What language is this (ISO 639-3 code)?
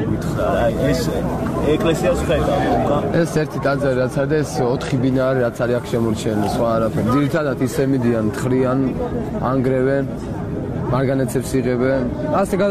kat